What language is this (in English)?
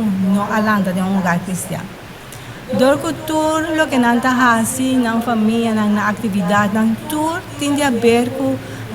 Papiamento